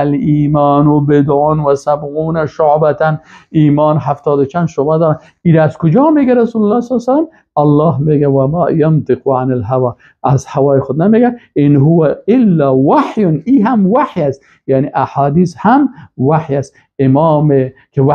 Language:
Persian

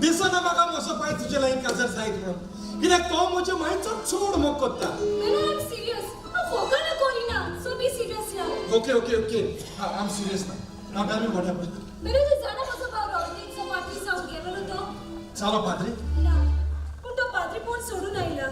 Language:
Konkani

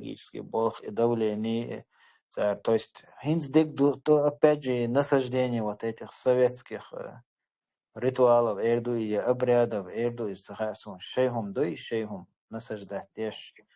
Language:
Chechen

